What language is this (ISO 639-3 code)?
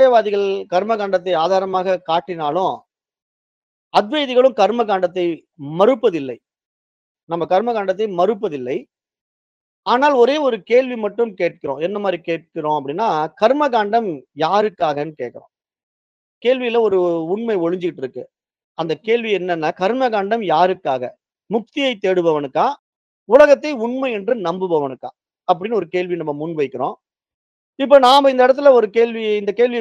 tam